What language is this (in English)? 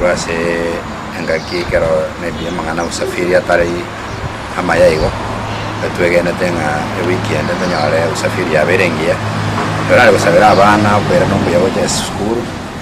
Gusii